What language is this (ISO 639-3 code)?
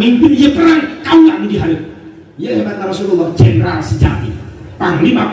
sun